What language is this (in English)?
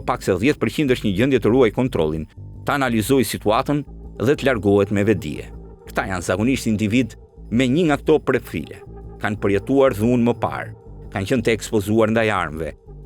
Albanian